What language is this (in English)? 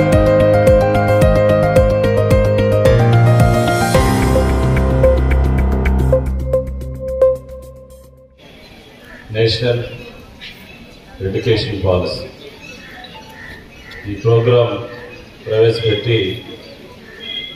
Telugu